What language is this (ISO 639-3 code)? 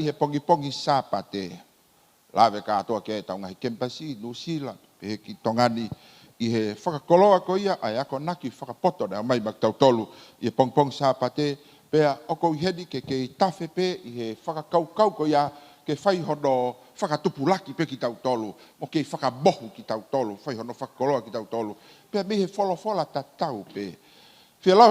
ton